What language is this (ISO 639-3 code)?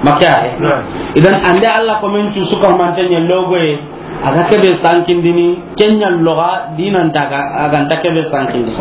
snk